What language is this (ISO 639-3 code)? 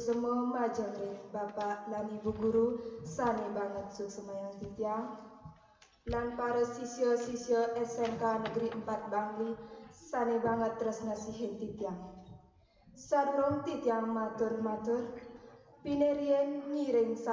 ban